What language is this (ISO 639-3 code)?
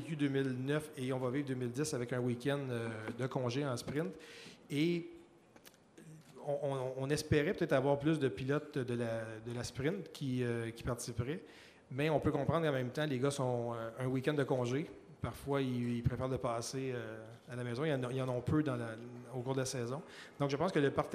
fra